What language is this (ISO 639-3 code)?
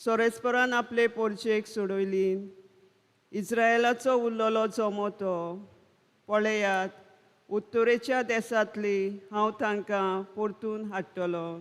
kok